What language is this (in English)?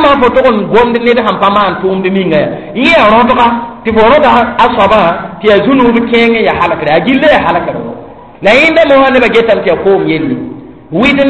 Mossi